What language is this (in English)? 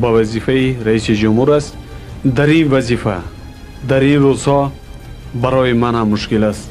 Tajik